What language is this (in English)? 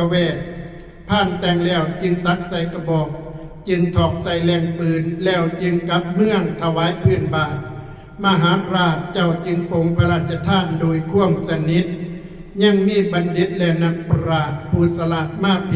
Northeastern Thai